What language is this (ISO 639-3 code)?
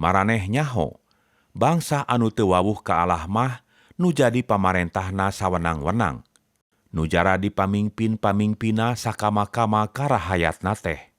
sun